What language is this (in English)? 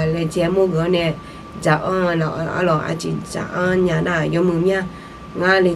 Akha